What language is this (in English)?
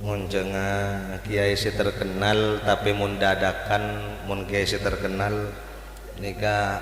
Madurese